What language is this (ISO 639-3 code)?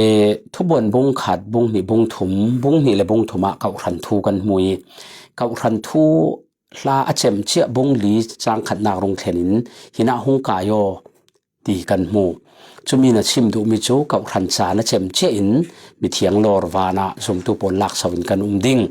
cfm